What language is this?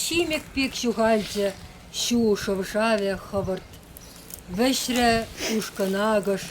Chuvash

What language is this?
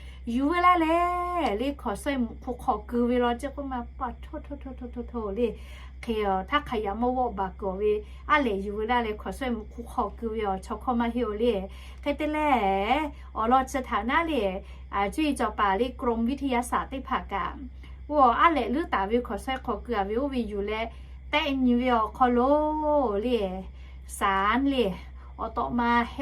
Lahu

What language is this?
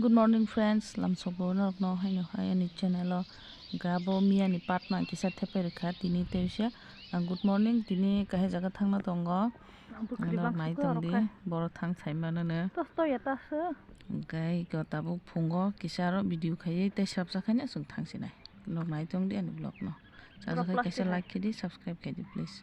Kok Borok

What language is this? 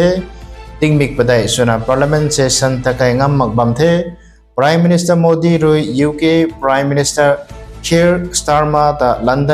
Rongmei Naga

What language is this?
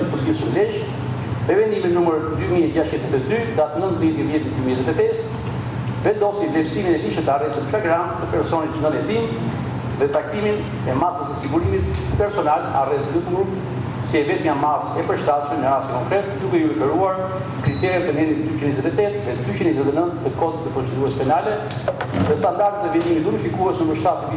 Albanian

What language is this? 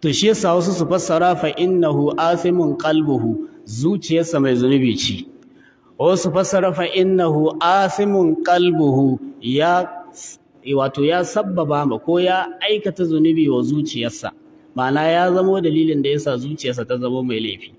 Hausa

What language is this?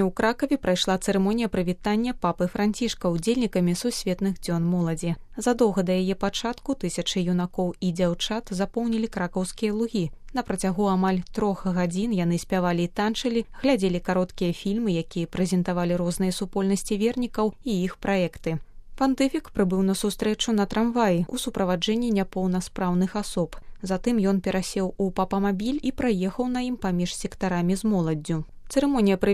Belarusian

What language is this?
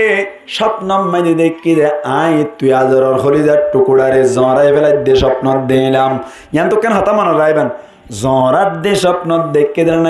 Rohingya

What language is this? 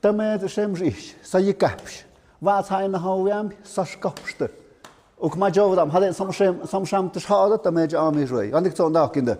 Tlahuitoltepec Mixe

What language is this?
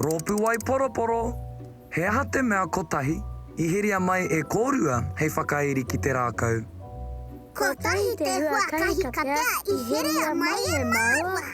Māori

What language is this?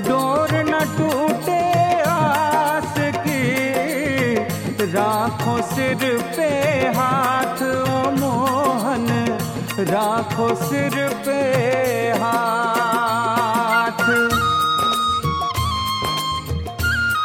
Hindi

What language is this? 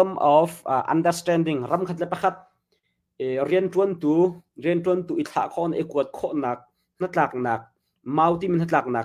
Hakha Chin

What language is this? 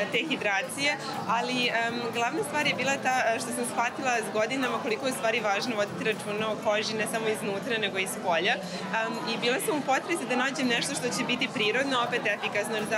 Serbian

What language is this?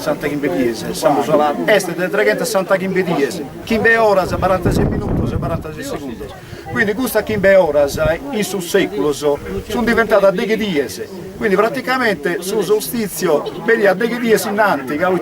Sardinian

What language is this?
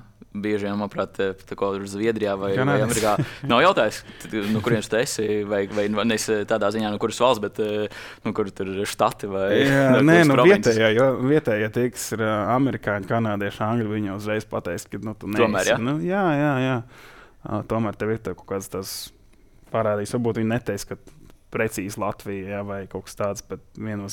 Latvian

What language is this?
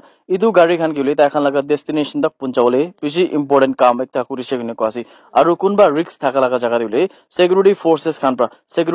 Naga Pidgin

